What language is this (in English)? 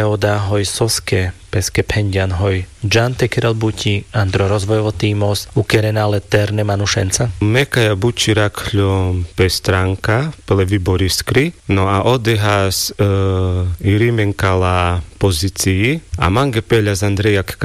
Carpathian Romani